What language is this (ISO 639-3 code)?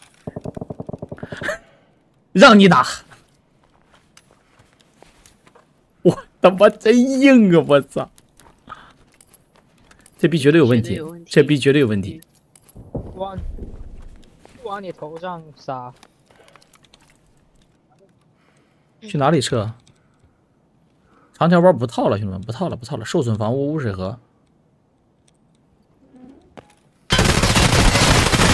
zho